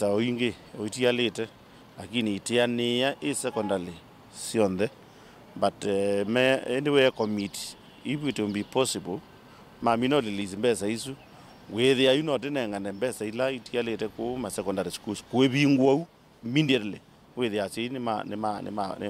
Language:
Kamba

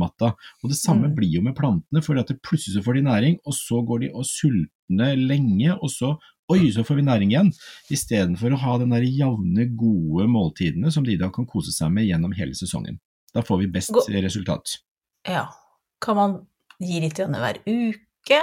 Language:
Norwegian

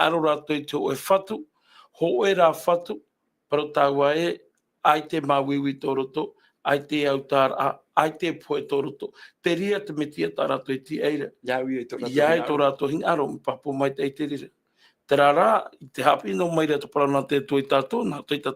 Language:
Tahitian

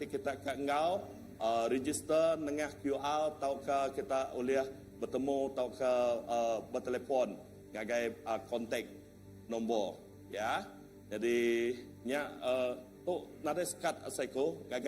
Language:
Iban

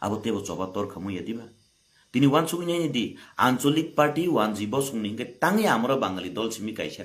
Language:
Kok Borok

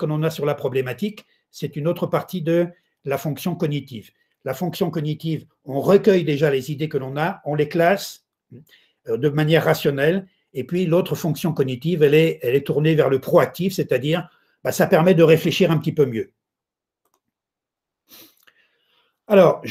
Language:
French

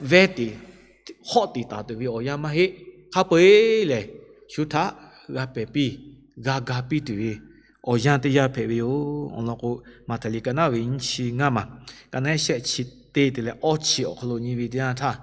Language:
Lahu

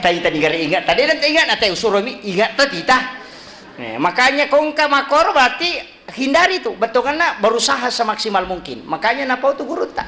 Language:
Buginese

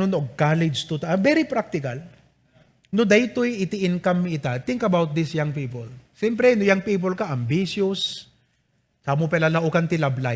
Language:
Iloko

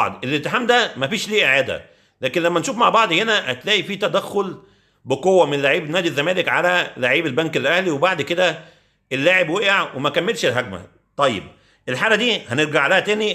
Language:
Egyptian Arabic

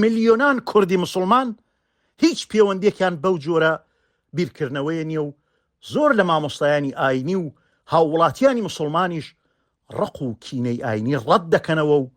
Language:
Central Kurdish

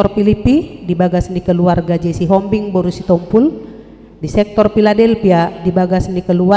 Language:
Batak Toba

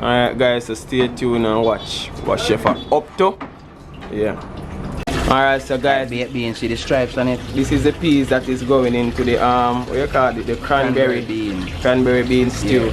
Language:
Jamaican Creole English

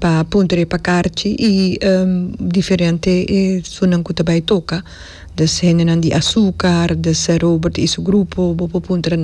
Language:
Papiamento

